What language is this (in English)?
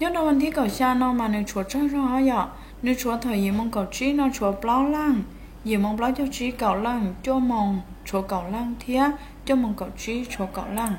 Hmong